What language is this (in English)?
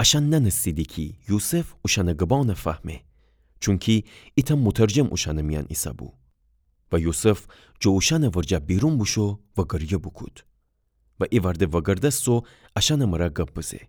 Gilaki